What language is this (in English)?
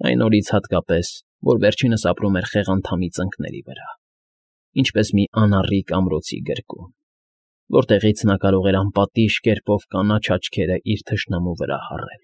Armenian